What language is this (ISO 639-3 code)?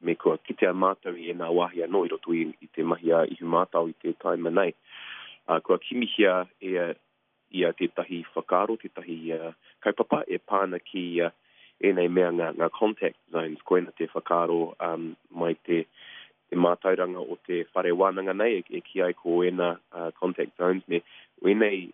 mri